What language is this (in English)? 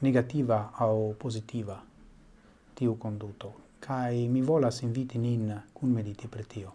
Esperanto